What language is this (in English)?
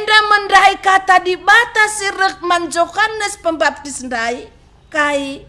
Batak Karo